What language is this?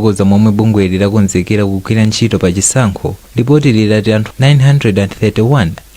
Nyanja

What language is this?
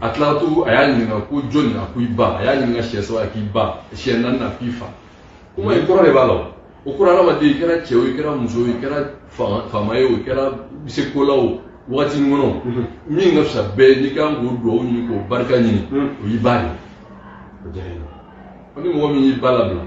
Bambara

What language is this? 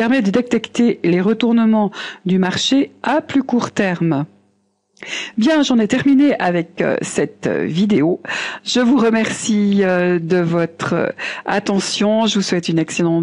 French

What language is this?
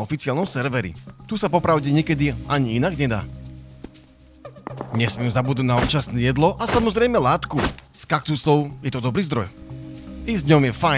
Slovak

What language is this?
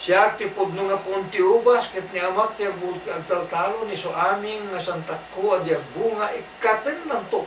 Iloko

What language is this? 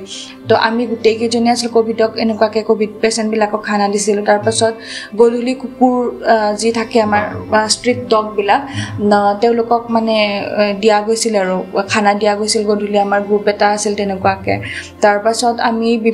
Assamese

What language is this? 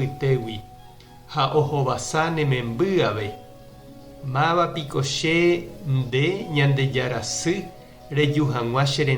Guarani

